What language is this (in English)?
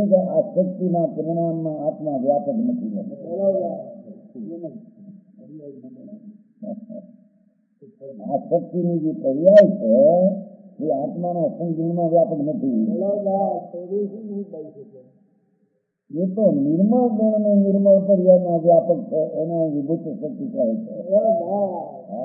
Gujarati